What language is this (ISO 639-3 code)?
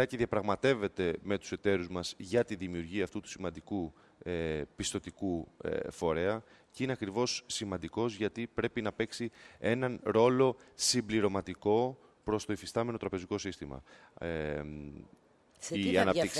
ell